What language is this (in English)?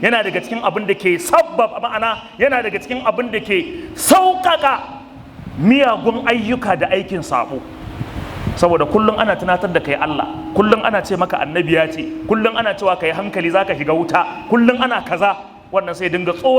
Hausa